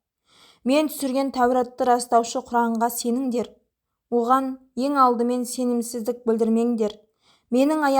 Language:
Kazakh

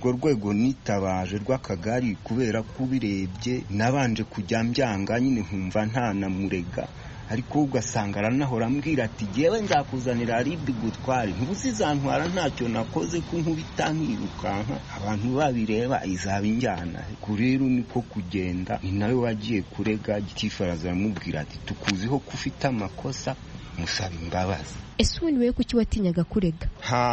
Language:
Kinyarwanda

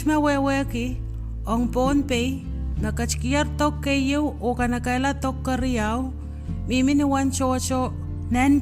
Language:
Pohnpeian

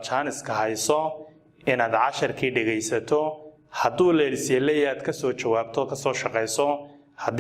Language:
Somali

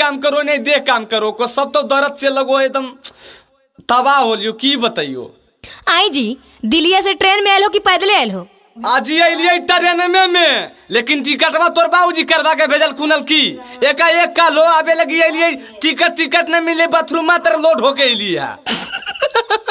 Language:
Magahi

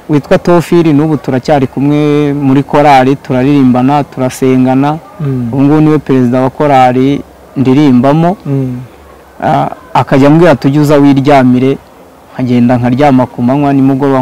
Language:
Kinyarwanda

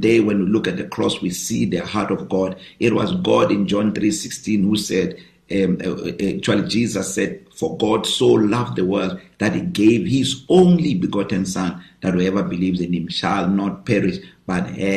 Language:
English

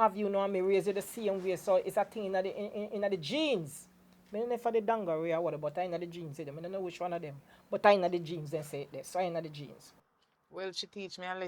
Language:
Jamaican Creole English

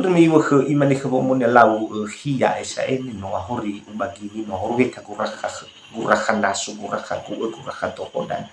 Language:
Nias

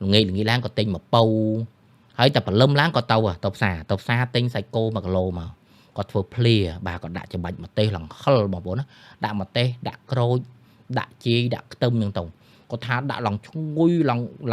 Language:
Khmer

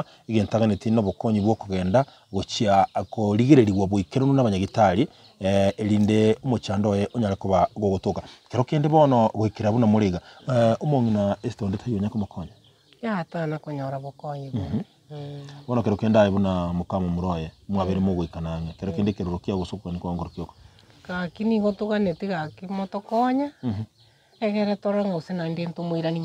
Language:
Gusii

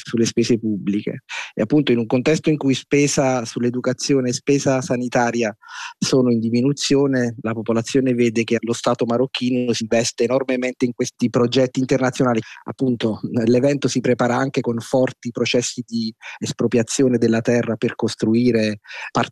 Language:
Italian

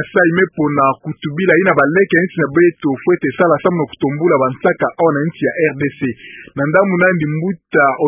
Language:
Kituba (Democratic Republic of Congo)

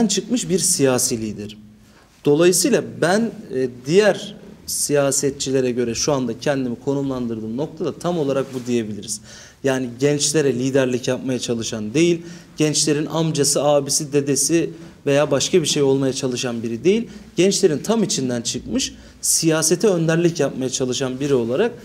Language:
Turkish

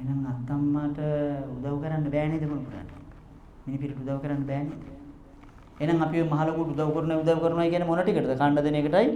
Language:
Sinhala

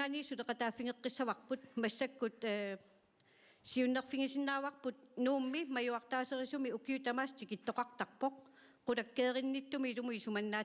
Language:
Kalaallisut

